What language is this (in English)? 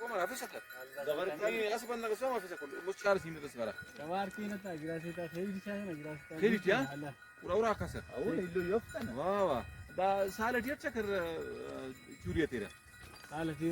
Brahui